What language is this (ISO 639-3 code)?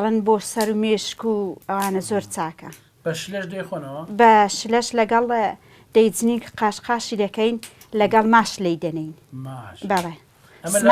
ckb